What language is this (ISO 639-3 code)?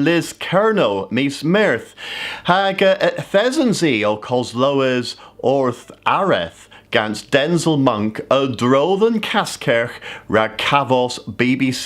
cor